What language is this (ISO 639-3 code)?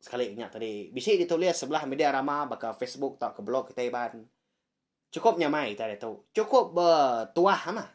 iba